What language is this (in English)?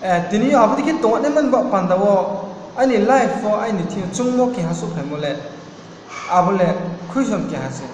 Riang (India)